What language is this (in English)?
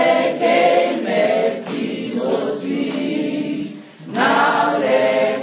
Northern Sotho